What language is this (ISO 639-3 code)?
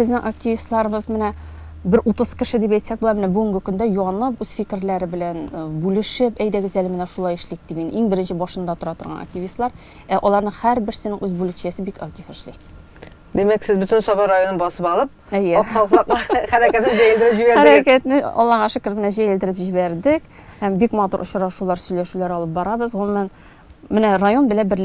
tat